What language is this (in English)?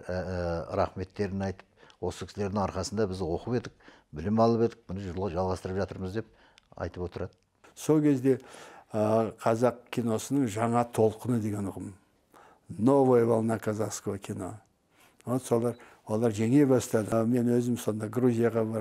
Kazakh